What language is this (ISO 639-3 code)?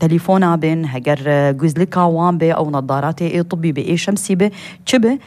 kur